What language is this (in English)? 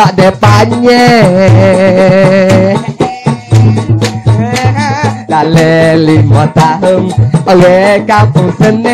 Malay